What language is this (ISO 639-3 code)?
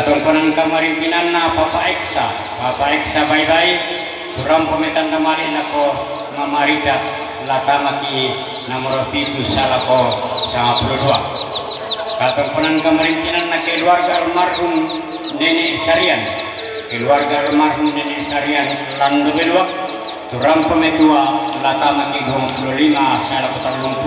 sda